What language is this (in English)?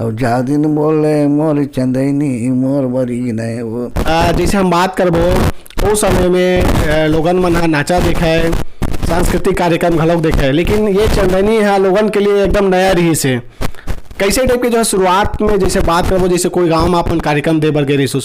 Chhattisgarhi